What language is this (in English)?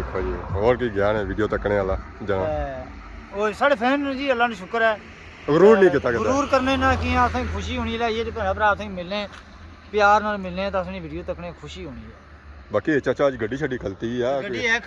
Pahari-Potwari